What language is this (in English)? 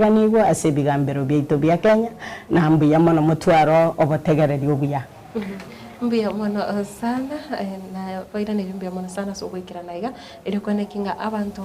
Gusii